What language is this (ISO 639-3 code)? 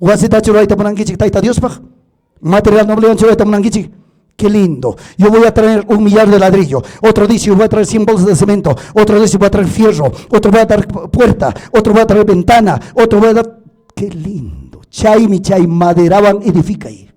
quy